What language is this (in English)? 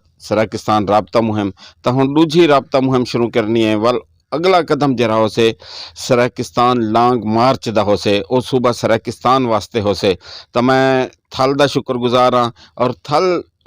Saraiki